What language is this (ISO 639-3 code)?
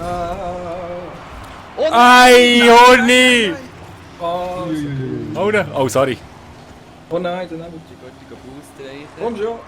gsw